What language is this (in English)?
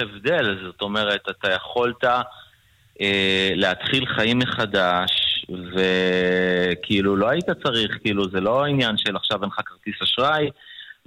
Hebrew